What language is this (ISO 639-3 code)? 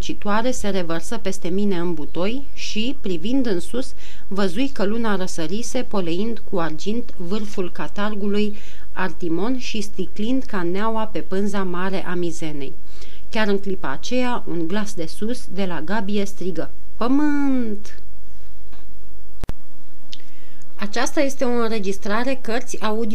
ron